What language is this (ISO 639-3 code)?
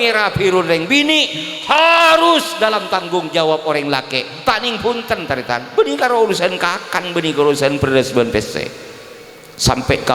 mad